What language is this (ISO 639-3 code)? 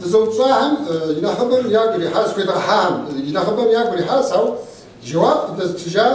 kbd